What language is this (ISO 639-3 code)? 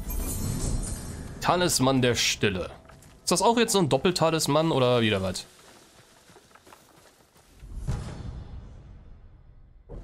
deu